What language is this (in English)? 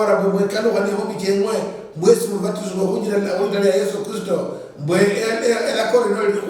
Luyia